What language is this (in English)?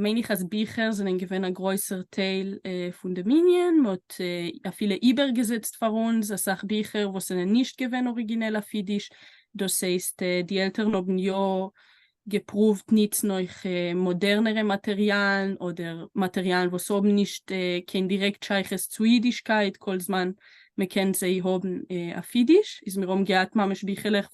Yiddish